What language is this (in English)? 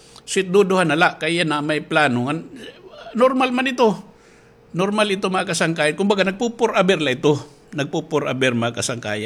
Waray